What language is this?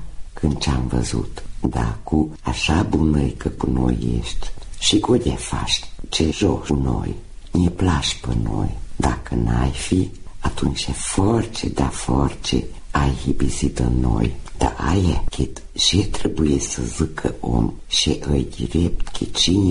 Romanian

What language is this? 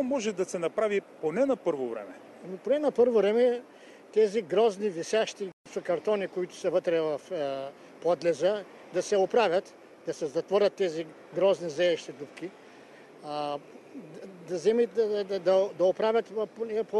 Bulgarian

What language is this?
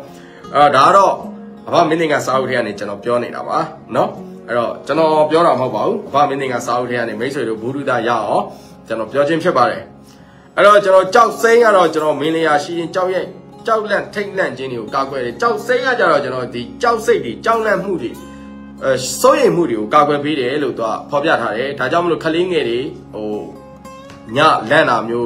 Burmese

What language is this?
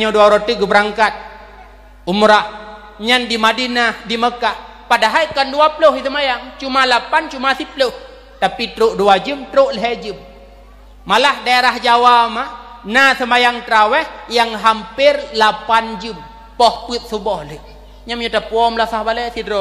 Achinese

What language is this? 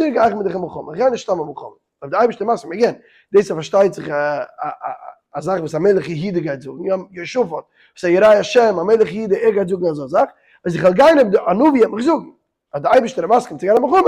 Yiddish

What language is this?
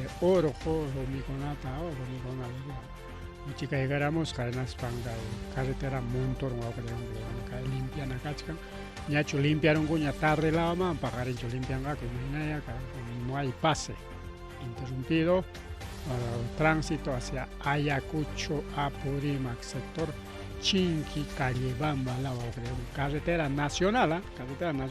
Ayacucho Quechua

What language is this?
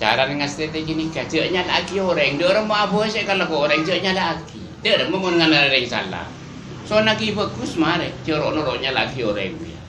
Madurese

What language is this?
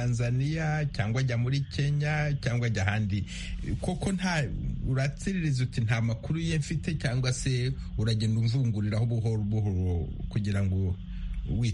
Kinyarwanda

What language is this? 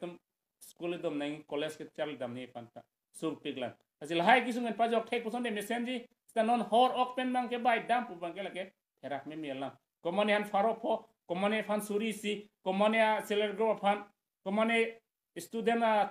Karbi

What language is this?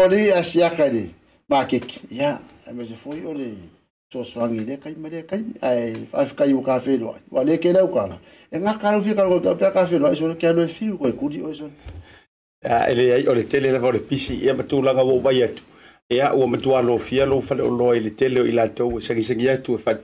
Samoan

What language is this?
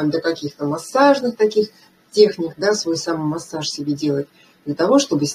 Russian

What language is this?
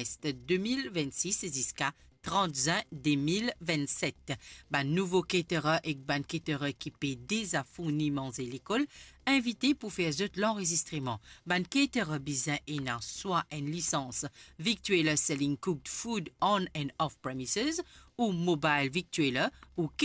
Morisyen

